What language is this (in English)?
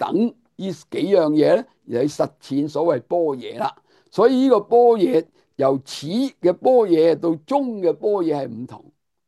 Cantonese